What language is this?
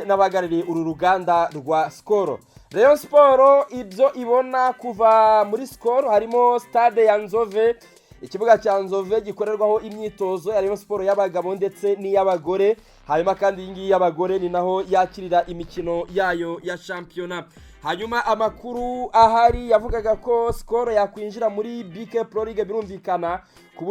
Kinyarwanda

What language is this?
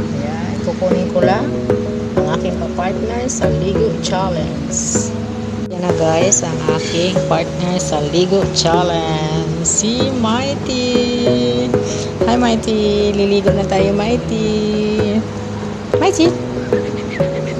Filipino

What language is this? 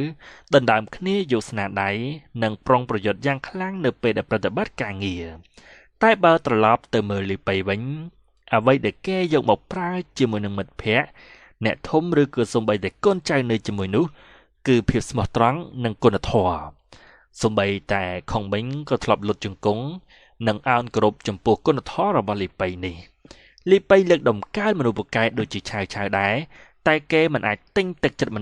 Khmer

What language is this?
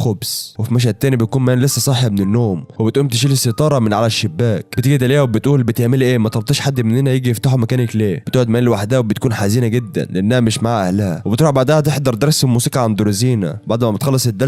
Egyptian Arabic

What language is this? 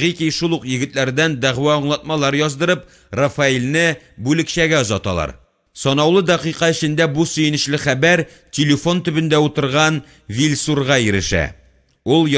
Tatar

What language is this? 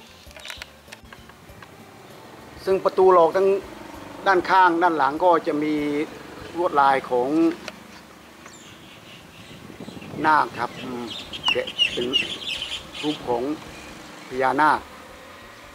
Thai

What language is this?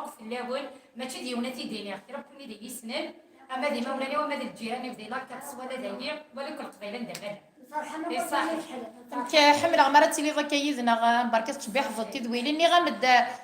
Kabyle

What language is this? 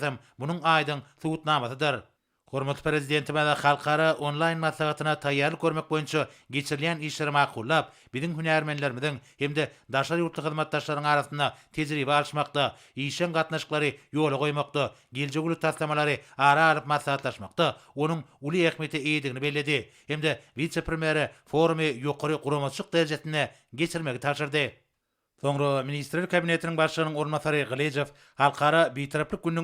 Turkmen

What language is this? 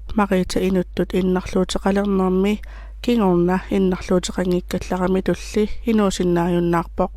Kalaallisut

